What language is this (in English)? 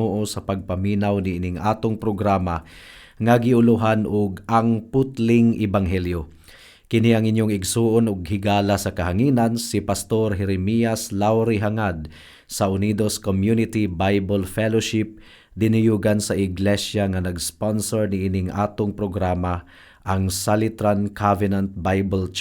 Cebuano